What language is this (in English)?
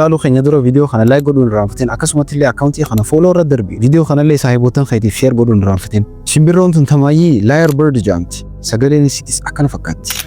Oromo